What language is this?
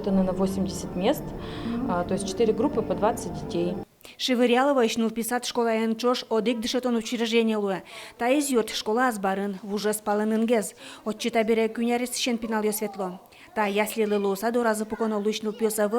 Udmurt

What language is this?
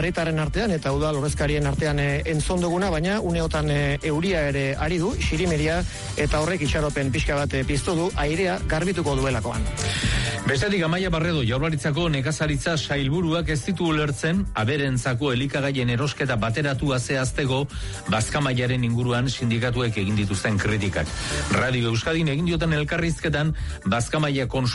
Basque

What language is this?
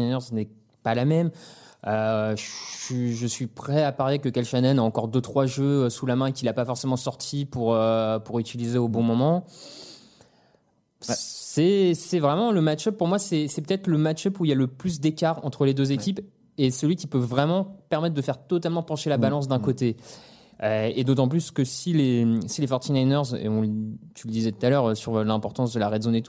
French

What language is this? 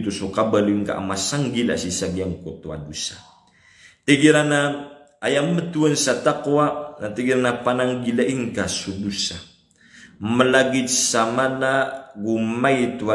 Maranao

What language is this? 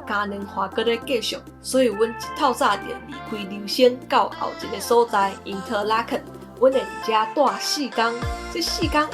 Min Nan Chinese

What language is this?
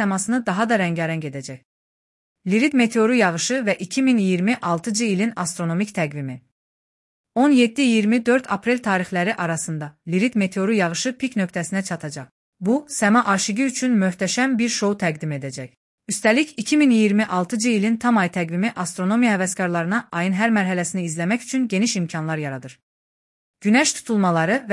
Azerbaijani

